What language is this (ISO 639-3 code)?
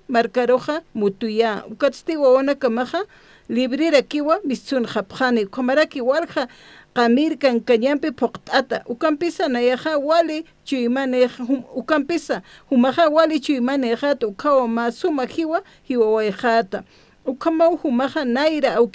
aym